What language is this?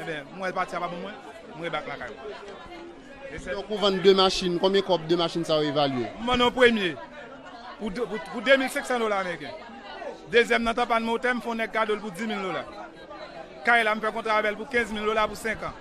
Haitian Creole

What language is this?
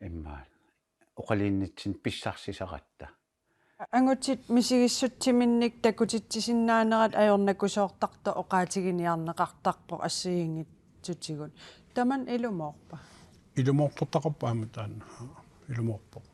Kalaallisut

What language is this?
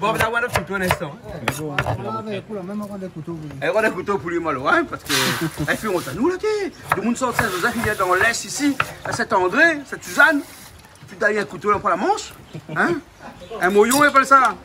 Réunion Creole French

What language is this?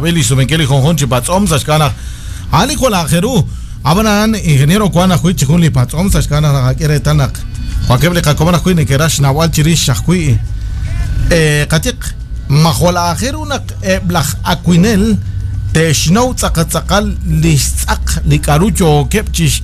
Kekchí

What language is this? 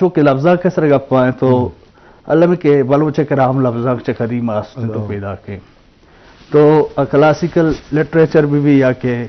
Eastern Balochi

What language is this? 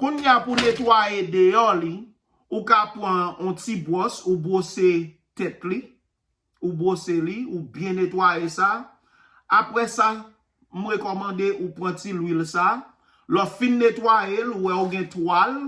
Haitian Creole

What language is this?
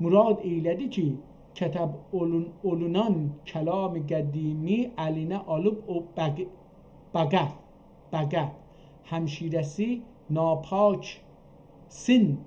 South Azerbaijani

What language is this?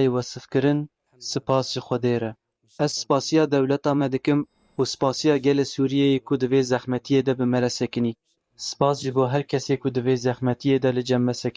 Kurdish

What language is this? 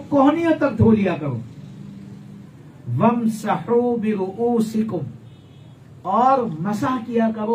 Urdu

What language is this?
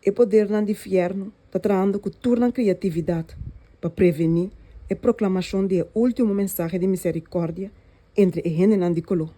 Papiamento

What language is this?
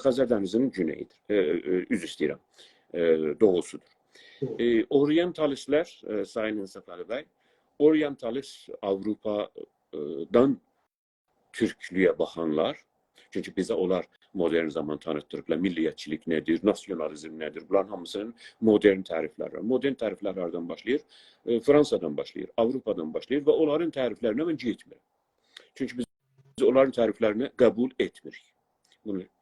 South Azerbaijani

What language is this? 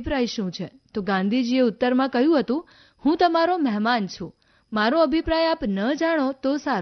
Gujarati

